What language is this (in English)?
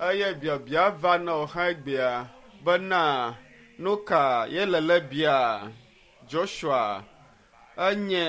Ewe